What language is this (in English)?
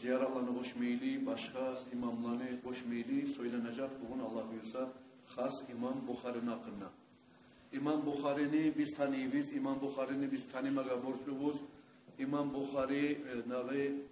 Kumyk